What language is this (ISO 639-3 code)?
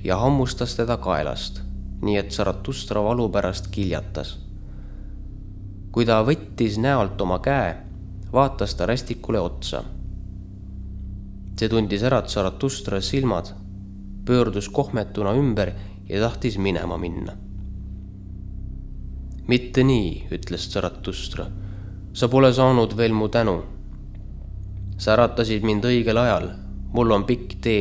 est